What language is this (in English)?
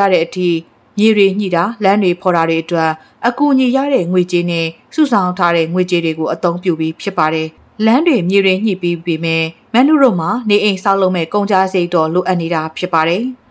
Burmese